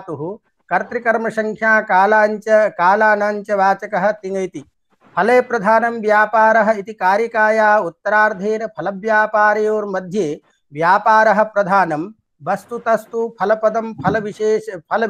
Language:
Sanskrit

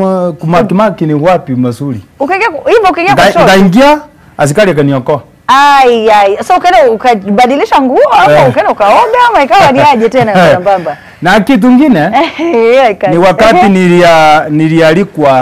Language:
Swahili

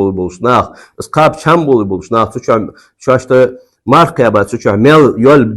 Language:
Ingush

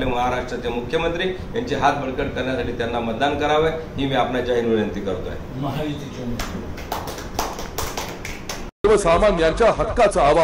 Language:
Marathi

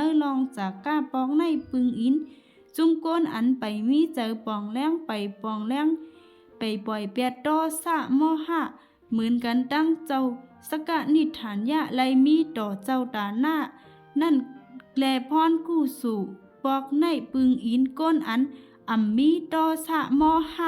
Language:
Shan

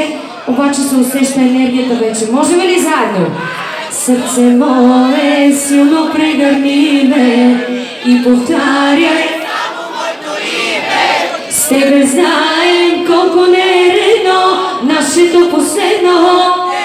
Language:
Bulgarian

